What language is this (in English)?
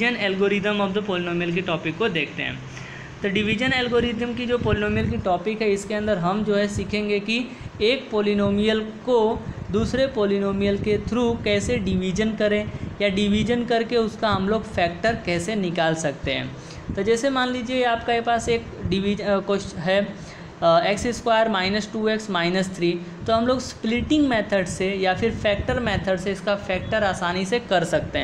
Hindi